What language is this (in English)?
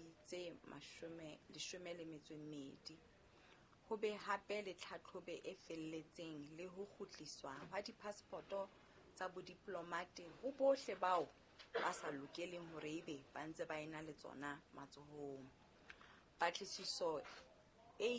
Southern Sotho